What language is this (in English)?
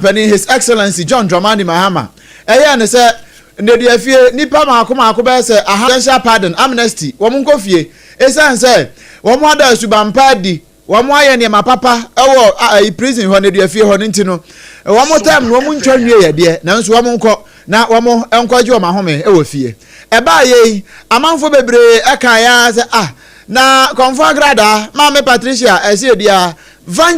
Akan